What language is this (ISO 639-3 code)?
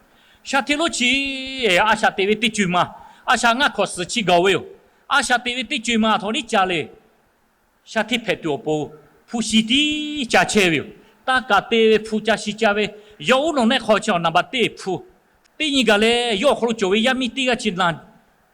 lhu